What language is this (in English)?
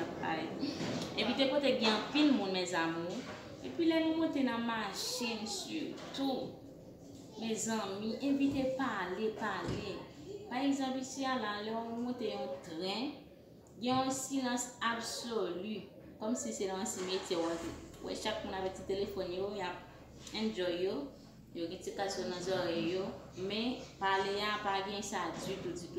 Haitian Creole